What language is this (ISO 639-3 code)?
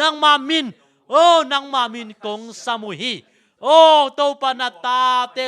ctd